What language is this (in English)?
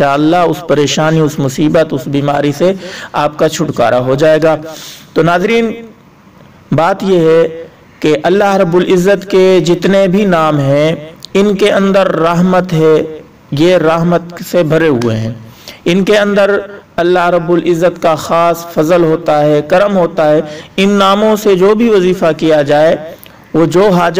Urdu